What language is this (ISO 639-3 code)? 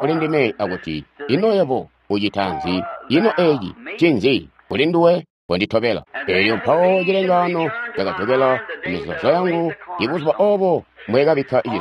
toi